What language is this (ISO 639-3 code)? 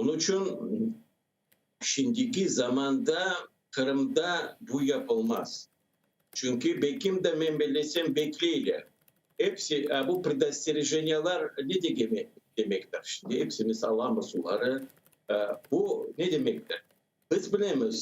crh